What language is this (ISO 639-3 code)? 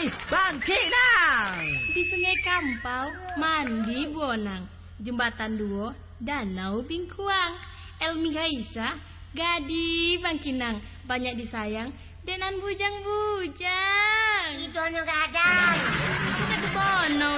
min